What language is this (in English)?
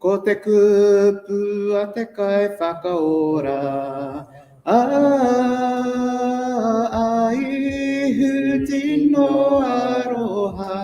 Māori